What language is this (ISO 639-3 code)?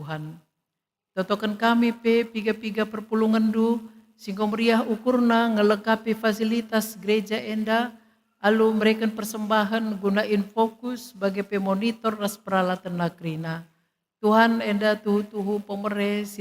btx